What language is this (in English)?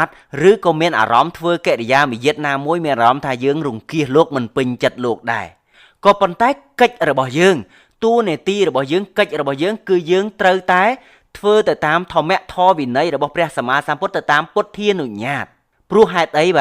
Khmer